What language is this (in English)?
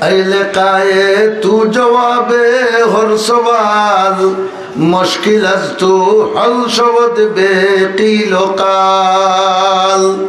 Sylheti